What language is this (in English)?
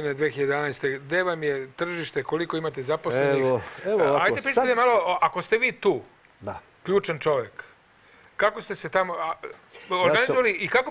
Serbian